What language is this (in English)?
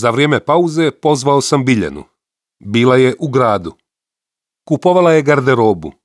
Serbian